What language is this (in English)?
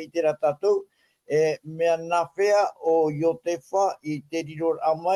Tahitian